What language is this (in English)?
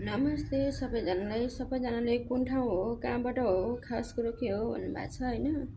Nepali